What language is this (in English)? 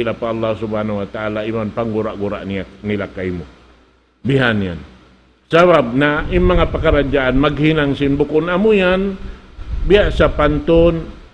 Tausug